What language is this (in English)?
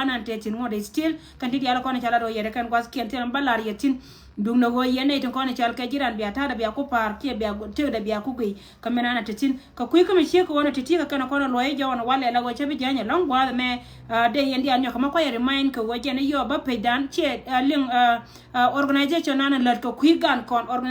Nuer